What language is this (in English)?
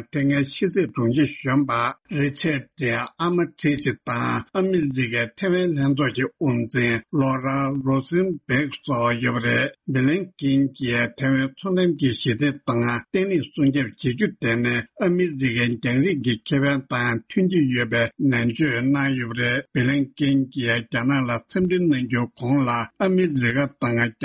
Tibetan